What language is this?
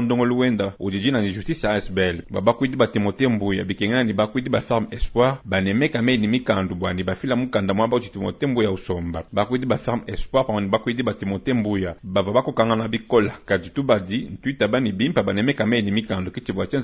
Luba-Lulua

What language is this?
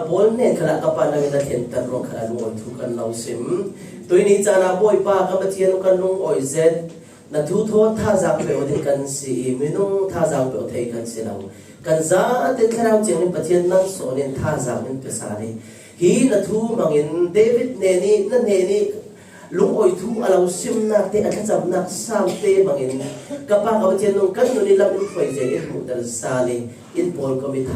Falam Chin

